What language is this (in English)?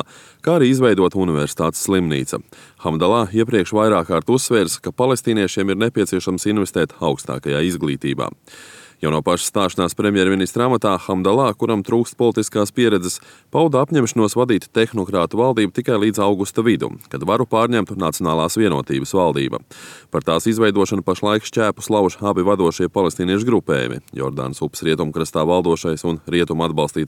Latvian